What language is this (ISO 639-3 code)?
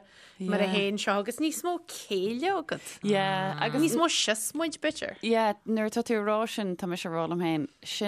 gle